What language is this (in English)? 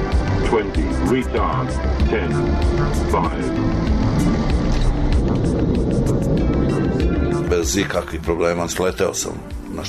Serbian